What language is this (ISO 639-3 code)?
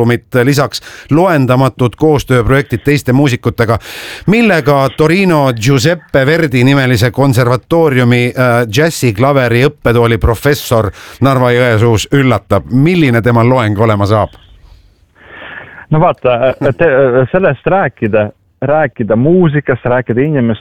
est